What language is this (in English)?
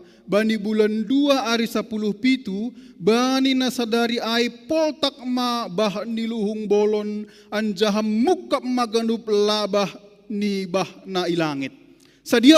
Batak Simalungun